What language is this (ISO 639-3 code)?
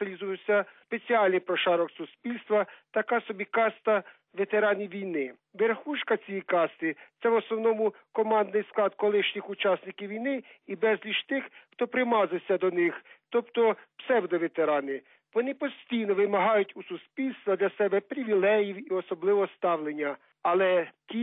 ukr